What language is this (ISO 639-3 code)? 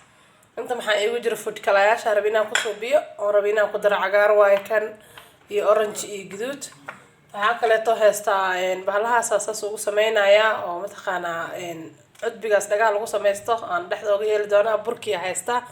som